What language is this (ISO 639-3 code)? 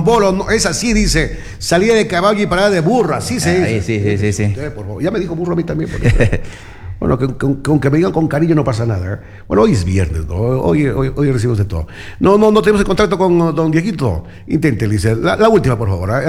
spa